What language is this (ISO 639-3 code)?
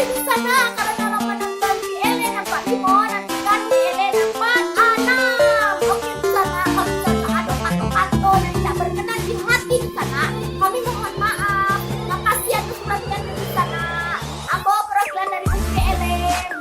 min